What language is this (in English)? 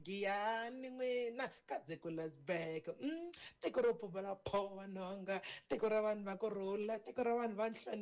Tsonga